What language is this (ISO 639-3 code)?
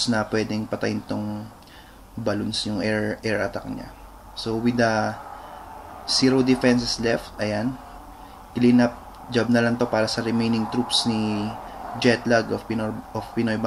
fil